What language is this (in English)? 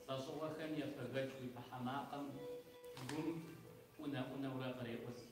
Kabardian